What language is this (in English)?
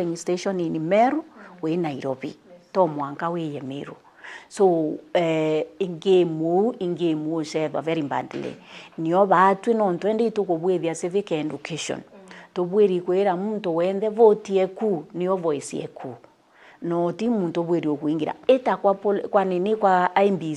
Meru